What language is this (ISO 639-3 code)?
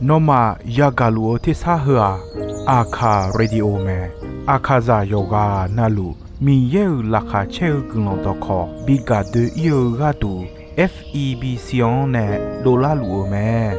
ahk